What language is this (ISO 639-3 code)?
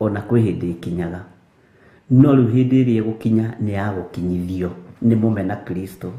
kik